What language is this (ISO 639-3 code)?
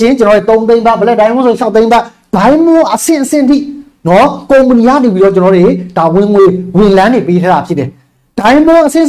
mya